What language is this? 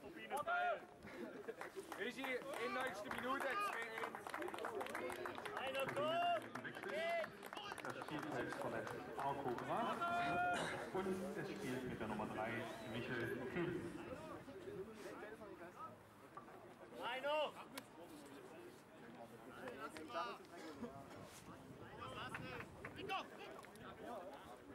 German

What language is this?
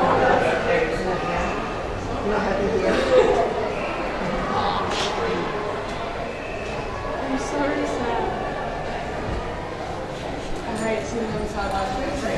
English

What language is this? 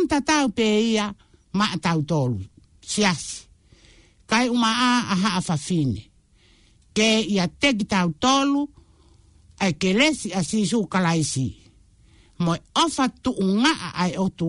Tongan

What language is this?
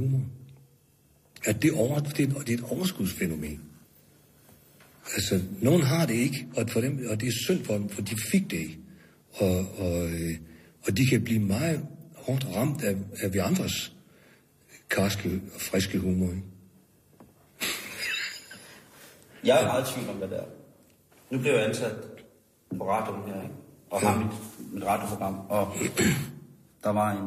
Danish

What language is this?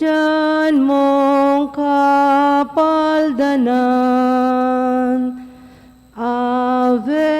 Pampanga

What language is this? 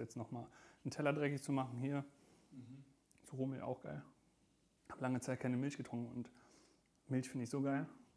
German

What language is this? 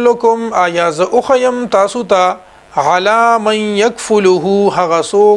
Pashto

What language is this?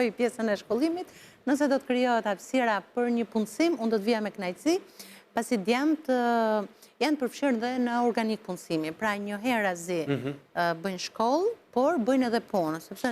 Albanian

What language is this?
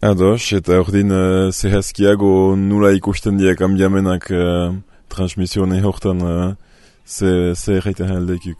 Basque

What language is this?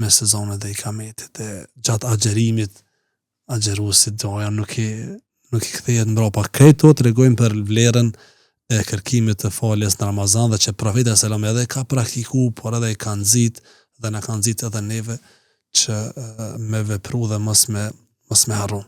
Albanian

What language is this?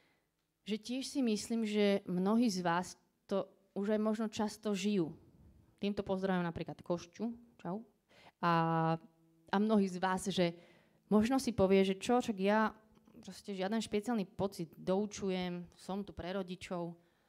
Slovak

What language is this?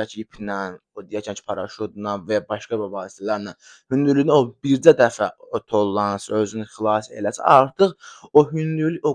Azerbaijani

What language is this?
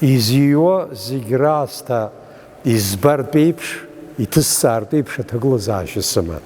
Abkhazian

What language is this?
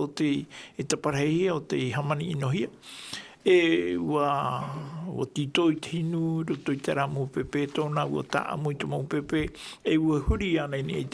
Tahitian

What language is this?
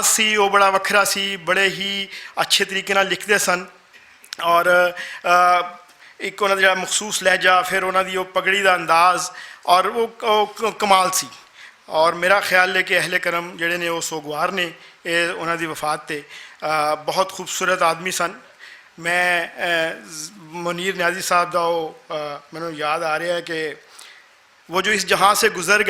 Western Panjabi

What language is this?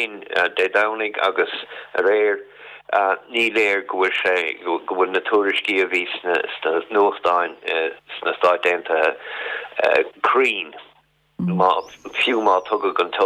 Irish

